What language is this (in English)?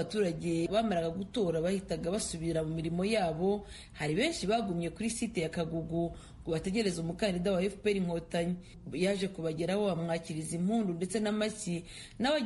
Kinyarwanda